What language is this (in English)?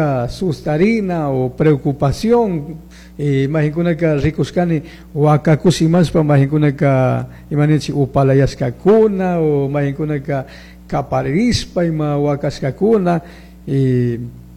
Chimborazo Highland Quichua